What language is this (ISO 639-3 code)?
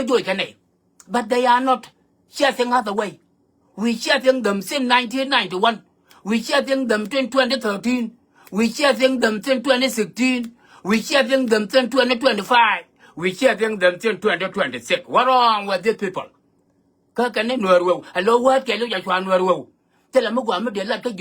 nus